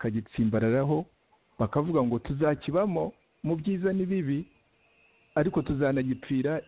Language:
Kinyarwanda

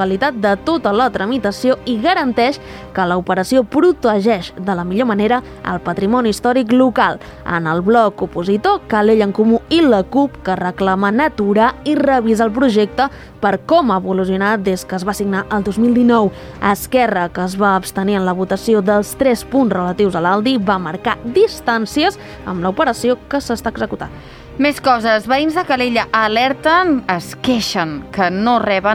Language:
Catalan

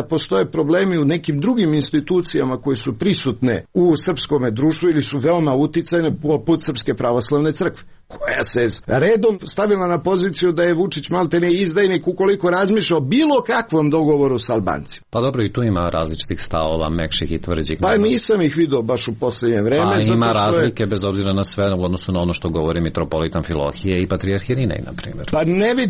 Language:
Serbian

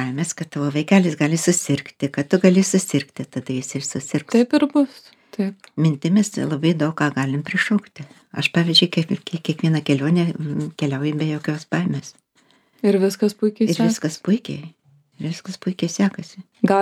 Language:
Lithuanian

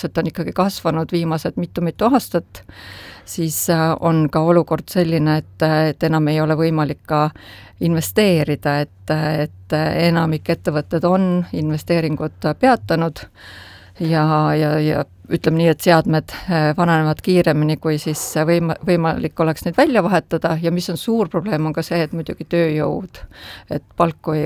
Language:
Estonian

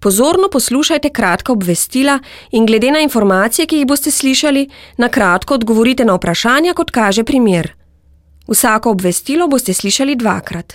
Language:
Slovenian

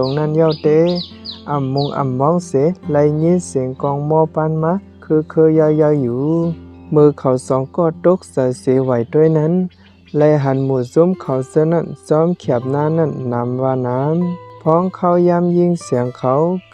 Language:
Shan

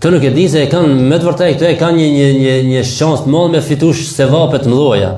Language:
Albanian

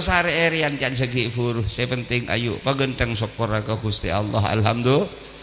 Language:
Madurese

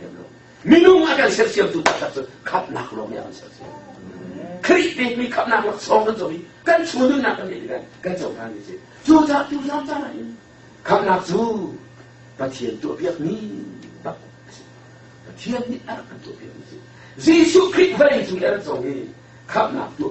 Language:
Hakha Chin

